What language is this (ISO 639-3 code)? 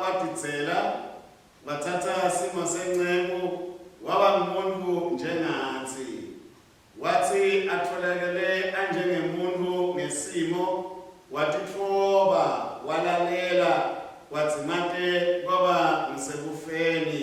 ssw